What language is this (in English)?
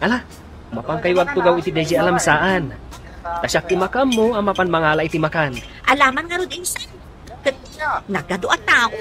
Iloko